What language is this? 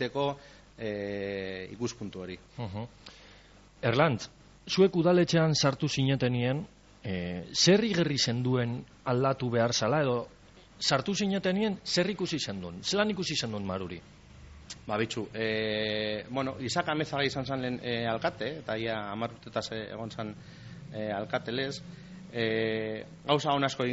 Basque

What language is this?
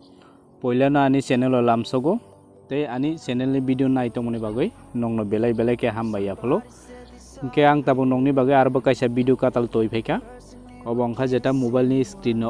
Kok Borok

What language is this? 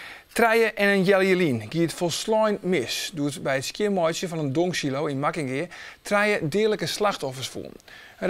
Western Frisian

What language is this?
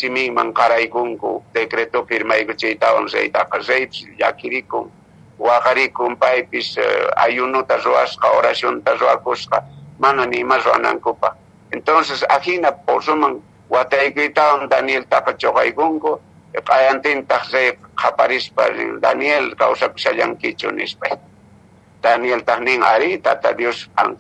Quechua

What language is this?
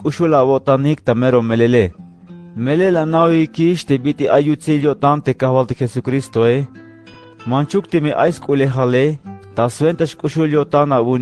Tzeltal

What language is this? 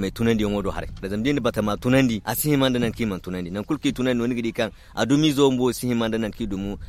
Zarma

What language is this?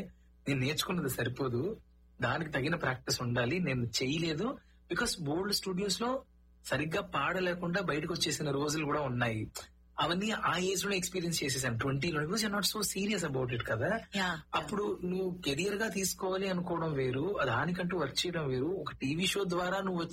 Telugu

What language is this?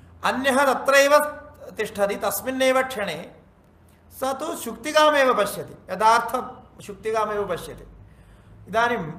Sanskrit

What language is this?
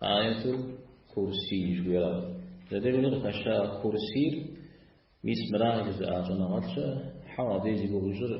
Kabardian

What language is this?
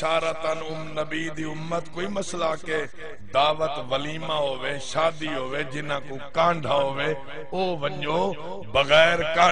Saraiki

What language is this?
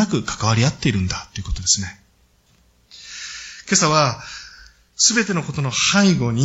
Japanese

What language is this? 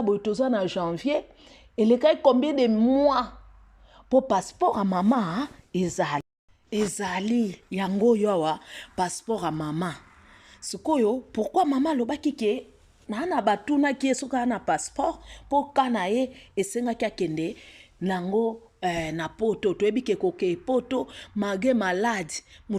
Lingala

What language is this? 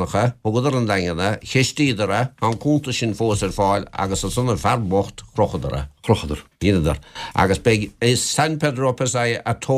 Irish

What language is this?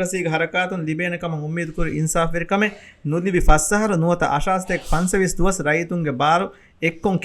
Divehi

